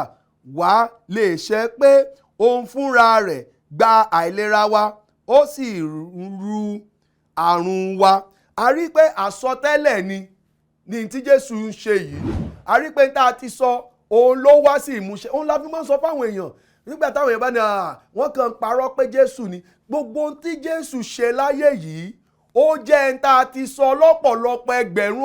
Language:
Yoruba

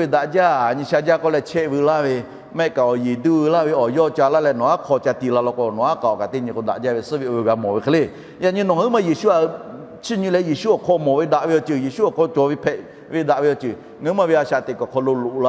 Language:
Lahu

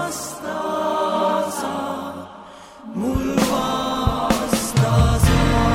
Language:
Estonian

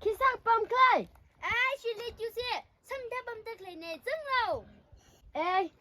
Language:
Tangkhul Naga (India)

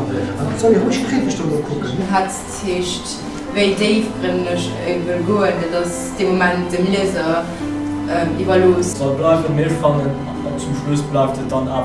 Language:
Luxembourgish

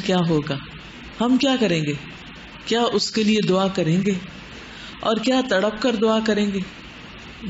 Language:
Urdu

